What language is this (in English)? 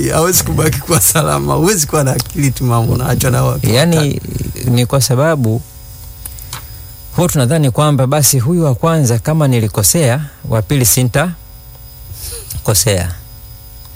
Swahili